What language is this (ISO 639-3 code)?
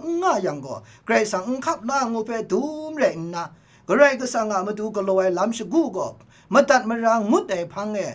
kac